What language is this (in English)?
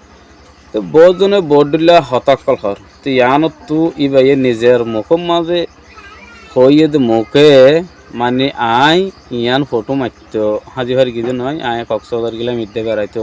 Rohingya